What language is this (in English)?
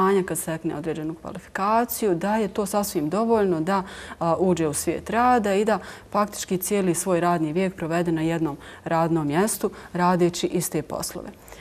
Bosnian